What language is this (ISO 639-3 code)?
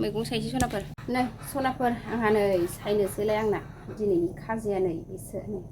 brx